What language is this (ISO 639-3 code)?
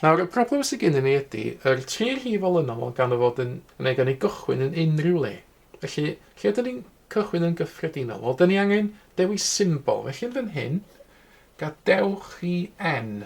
cym